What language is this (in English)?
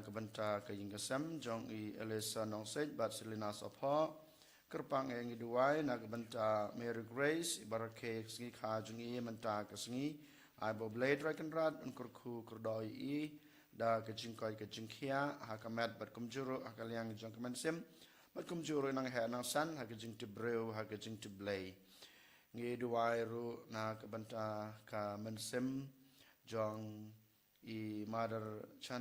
Khasi